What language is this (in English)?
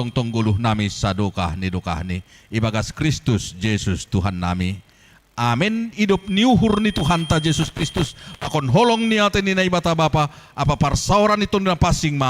Batak Simalungun